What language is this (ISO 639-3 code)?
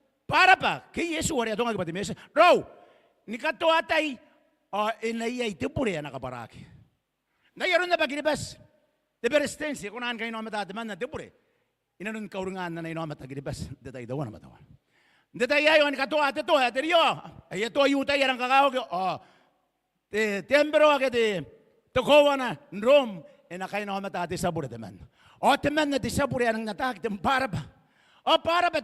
gil